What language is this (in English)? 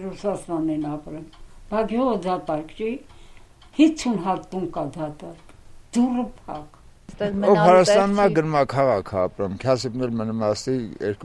Armenian